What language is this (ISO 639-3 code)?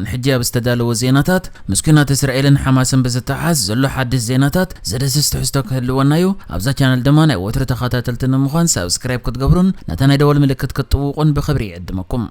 tir